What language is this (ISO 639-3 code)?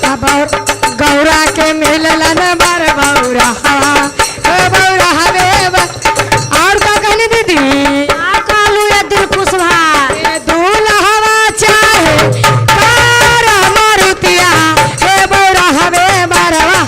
mag